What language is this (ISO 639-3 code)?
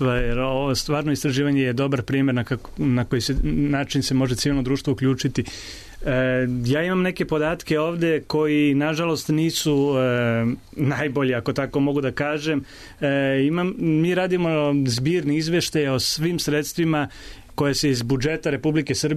srp